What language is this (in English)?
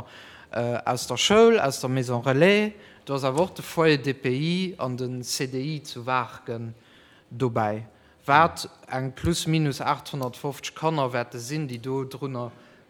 Luxembourgish